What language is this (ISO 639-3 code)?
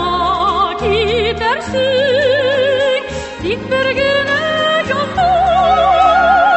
tat